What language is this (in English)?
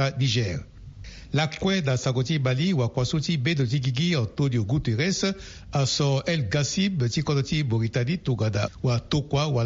Sango